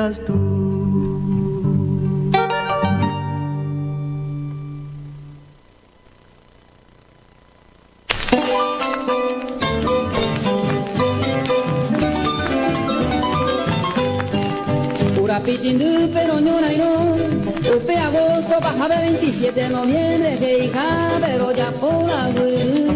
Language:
Guarani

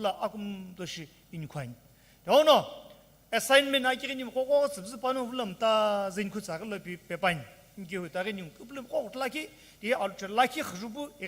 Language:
Sumi Naga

